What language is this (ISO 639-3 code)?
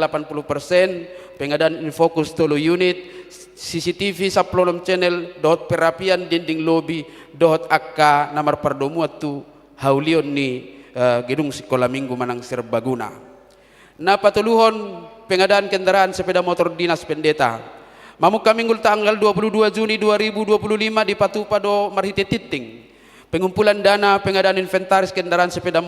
bbc